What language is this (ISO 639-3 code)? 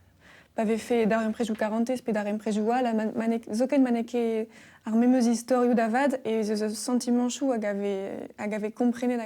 bre